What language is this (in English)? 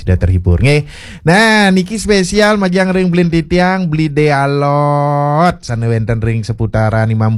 Balinese